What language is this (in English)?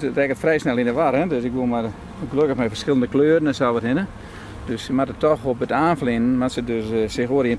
Western Frisian